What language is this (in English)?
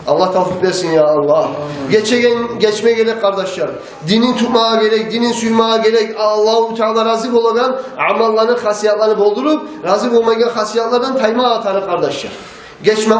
Kumyk